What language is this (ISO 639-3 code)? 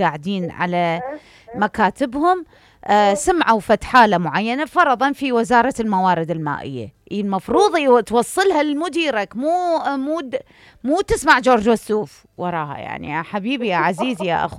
acm